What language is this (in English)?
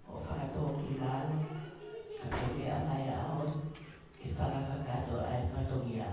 Tongan